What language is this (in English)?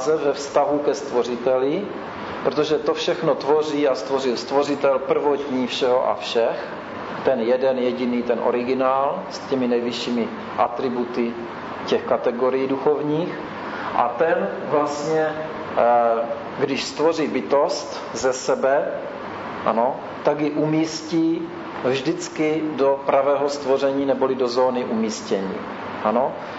Czech